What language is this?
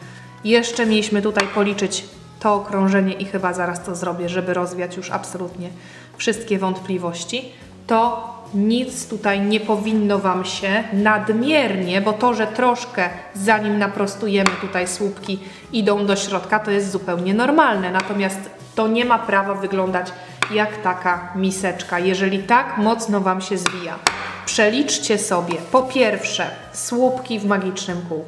Polish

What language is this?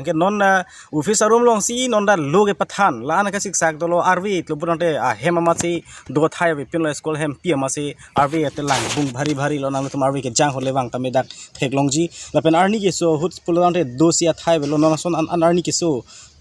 Karbi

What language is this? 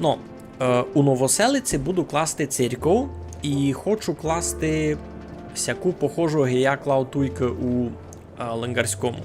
Rusyn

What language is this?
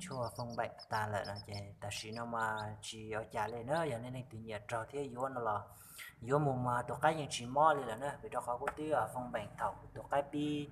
Hmong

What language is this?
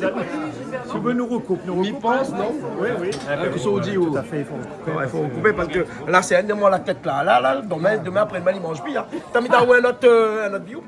Réunion Creole French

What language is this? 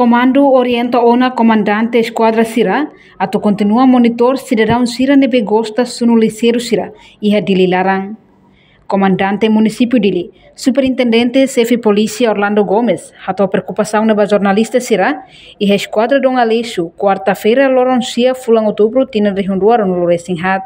Tetum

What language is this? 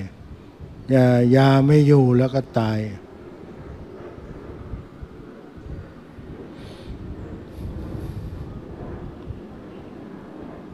Thai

